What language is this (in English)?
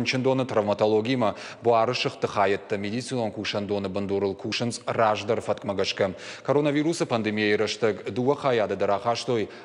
Ossetic